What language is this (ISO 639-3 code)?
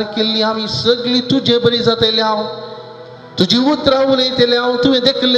kok